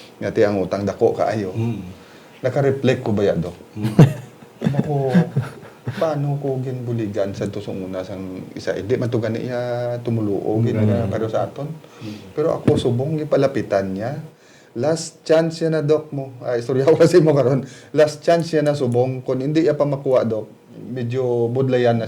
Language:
Hiligaynon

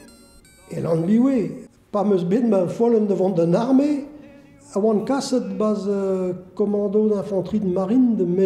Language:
Breton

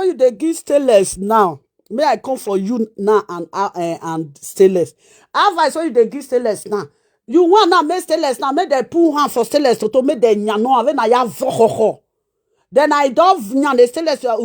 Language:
Nigerian Pidgin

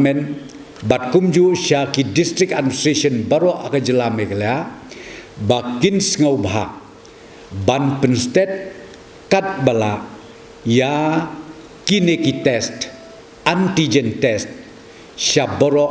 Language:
Khasi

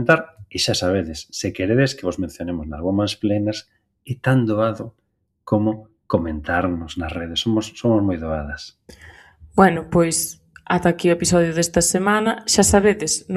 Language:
Galician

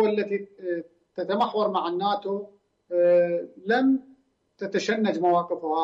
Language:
Arabic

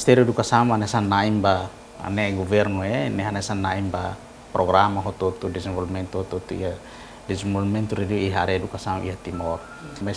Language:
Tetum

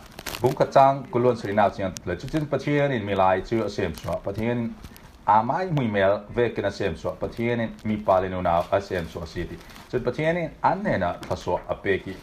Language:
Falam Chin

